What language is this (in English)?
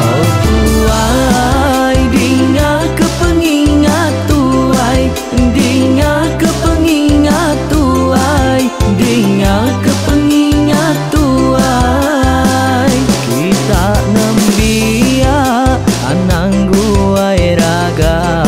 Iban